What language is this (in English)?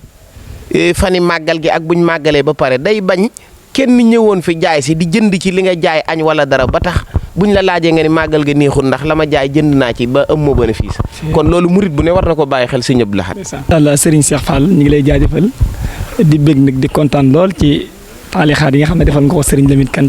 Wolof